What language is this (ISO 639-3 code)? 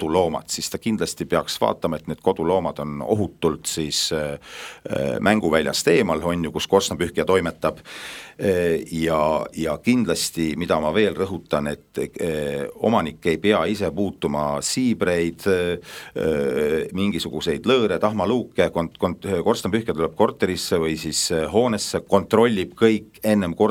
est